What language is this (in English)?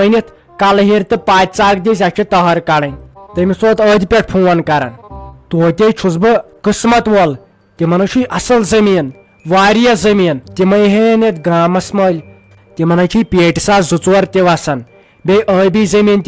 Kashmiri